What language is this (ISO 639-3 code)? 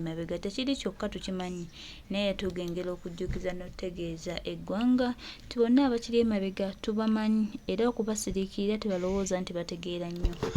lug